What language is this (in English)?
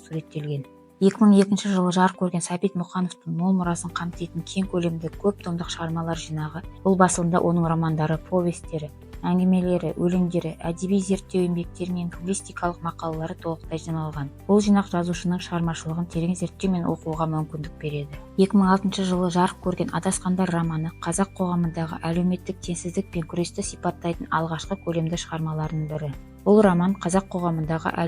Kazakh